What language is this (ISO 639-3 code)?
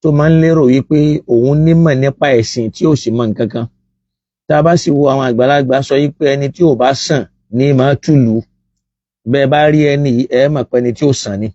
yor